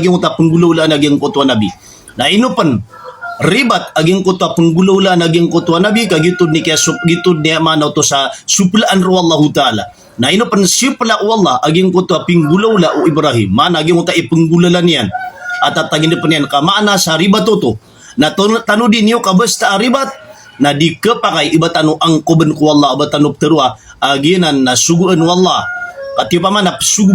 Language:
Maranao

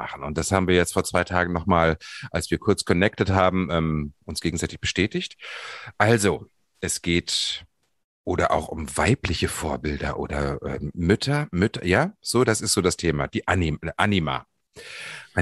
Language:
German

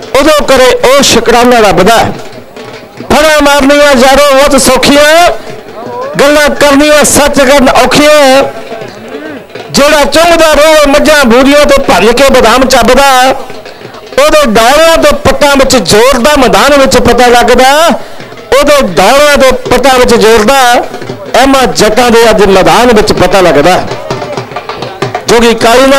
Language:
Punjabi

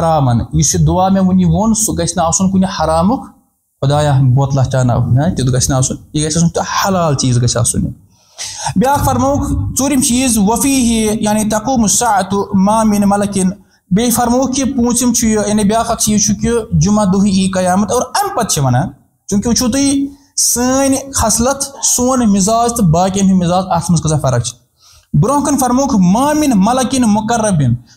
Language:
Kashmiri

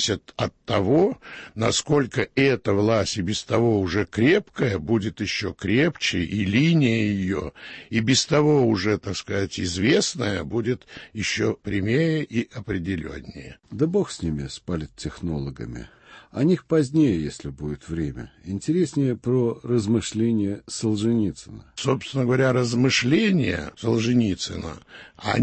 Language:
Russian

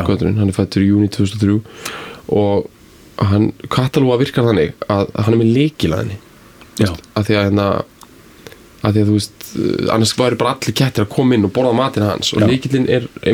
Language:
Icelandic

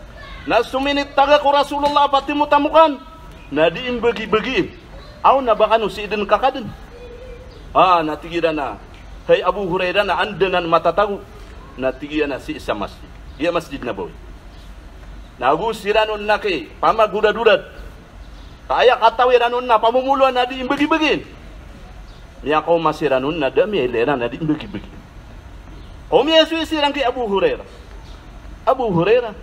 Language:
Maranao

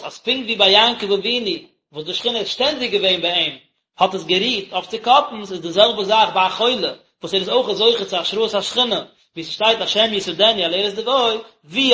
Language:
Yiddish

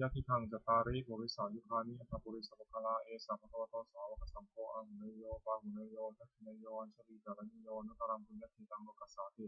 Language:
Pali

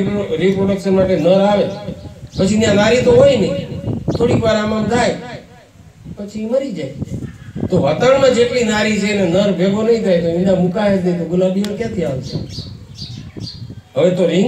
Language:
Gujarati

